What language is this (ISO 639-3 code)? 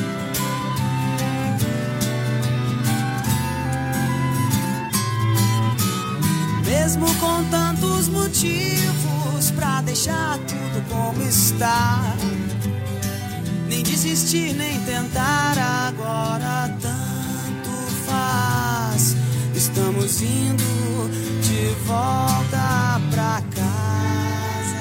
por